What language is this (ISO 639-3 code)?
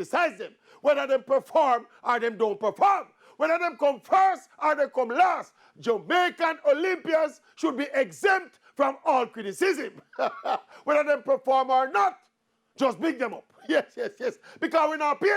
jam